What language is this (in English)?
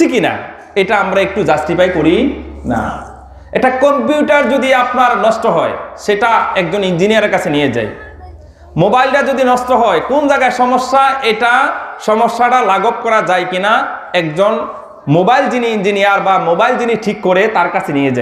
Bangla